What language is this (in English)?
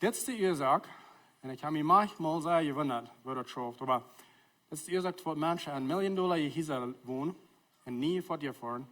Plautdietsch